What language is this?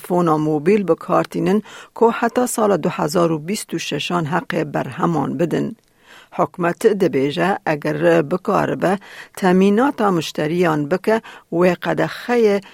Kurdish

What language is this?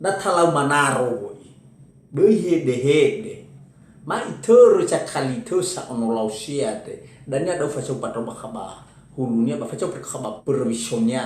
Nias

